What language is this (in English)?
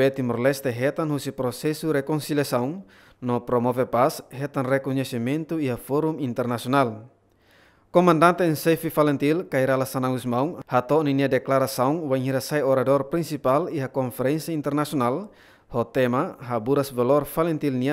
Tetum